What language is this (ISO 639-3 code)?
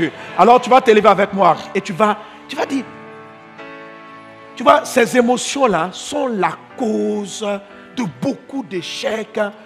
fra